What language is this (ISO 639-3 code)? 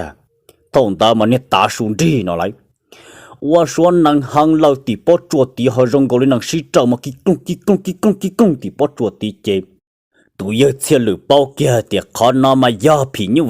hmn